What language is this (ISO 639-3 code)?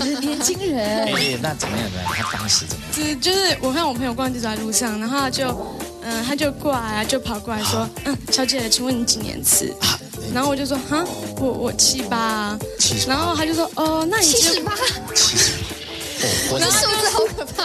zho